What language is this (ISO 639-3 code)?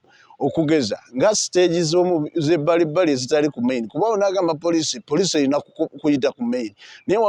lug